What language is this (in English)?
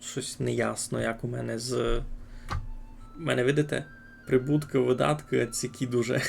Rusyn